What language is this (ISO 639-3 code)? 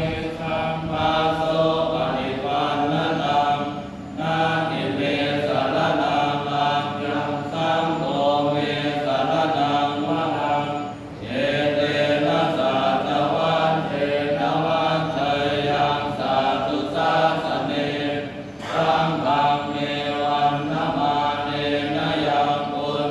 pli